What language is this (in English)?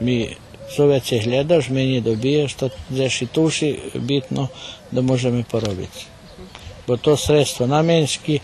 Rusyn